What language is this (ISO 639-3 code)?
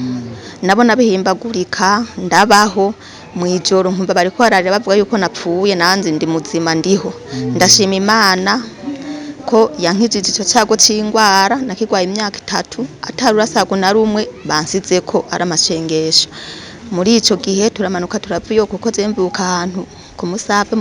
run